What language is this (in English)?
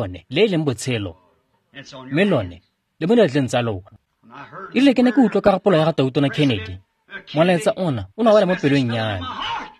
Tswana